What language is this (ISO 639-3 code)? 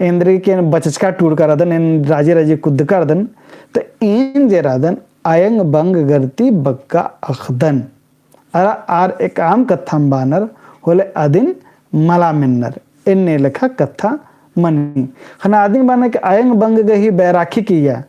kru